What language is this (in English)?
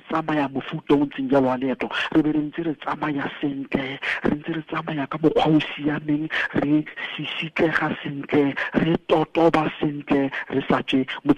Tswana